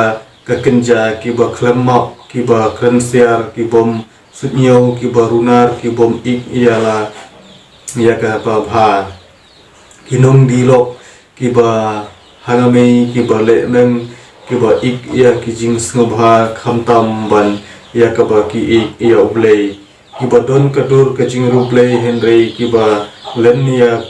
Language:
Khasi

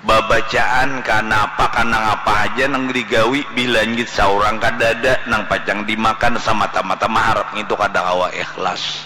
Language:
Banjar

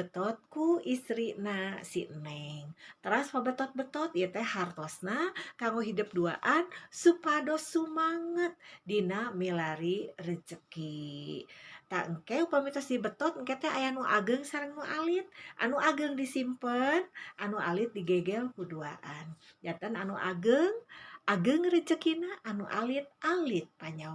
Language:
Sundanese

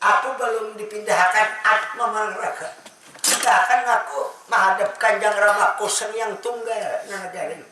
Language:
Banjar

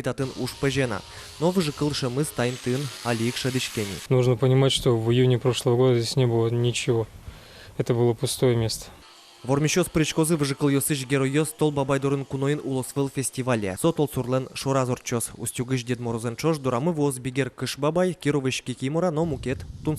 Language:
Udmurt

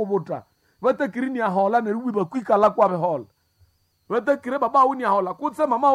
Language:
Nande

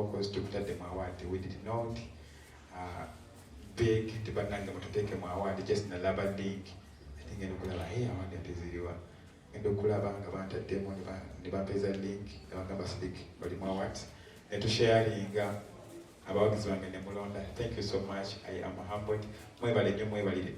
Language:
Ganda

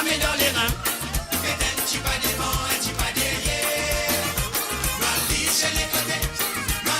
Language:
Morisyen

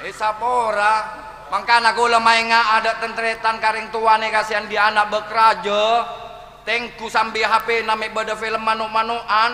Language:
Madurese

